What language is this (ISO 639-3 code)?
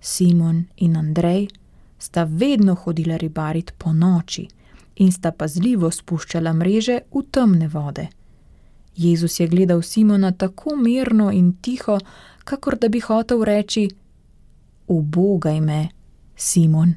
slv